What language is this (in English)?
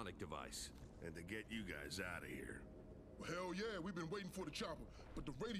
English